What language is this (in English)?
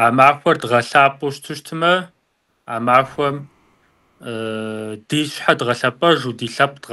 Kabardian